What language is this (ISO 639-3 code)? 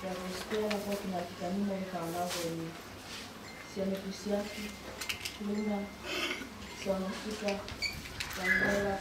ton